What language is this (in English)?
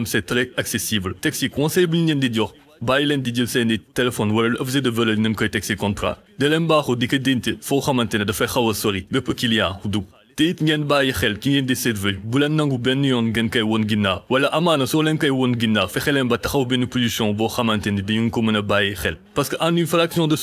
Wolof